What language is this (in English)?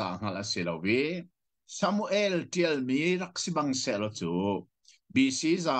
Hakha Chin